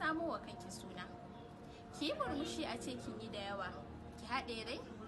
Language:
Hausa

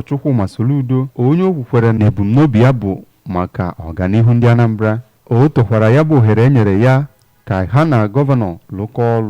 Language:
Igbo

